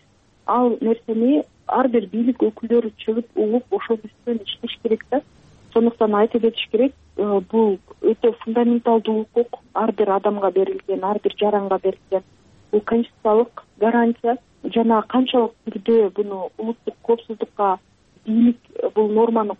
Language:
Kyrgyz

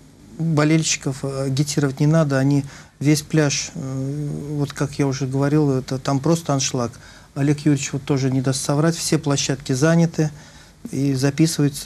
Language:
Russian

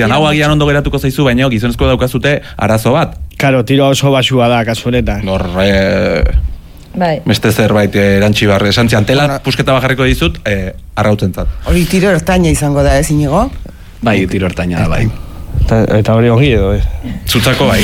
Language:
Basque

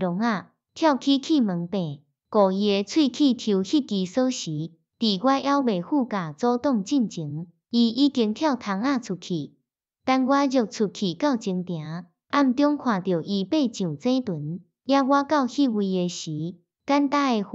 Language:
Min Nan Chinese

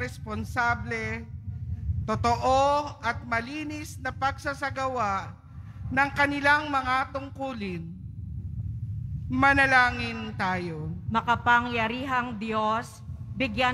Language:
Filipino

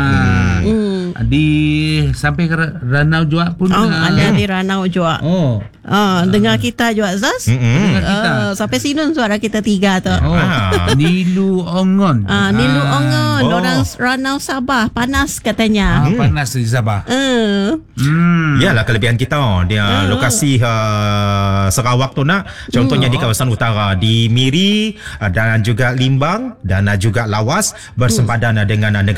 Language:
Malay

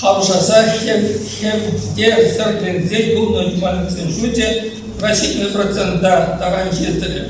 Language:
Chuvash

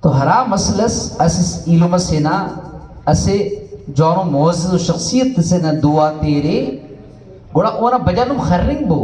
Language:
Brahui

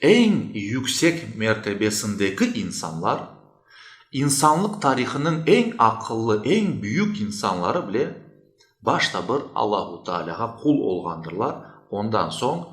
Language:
Crimean Tatar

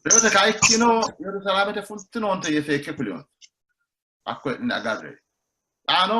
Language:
Sidamo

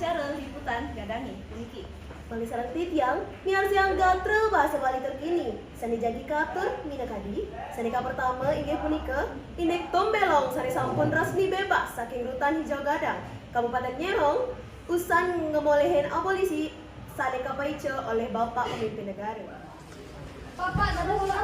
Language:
Balinese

